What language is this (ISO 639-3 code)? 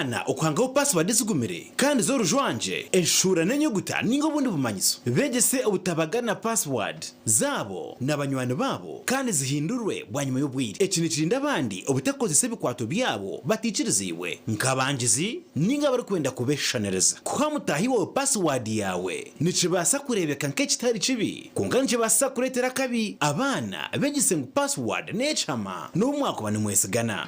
nyn